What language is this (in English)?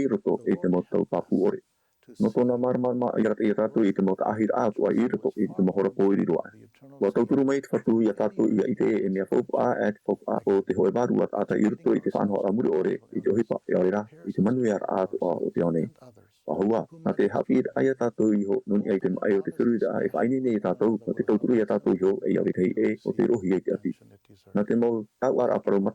Tahitian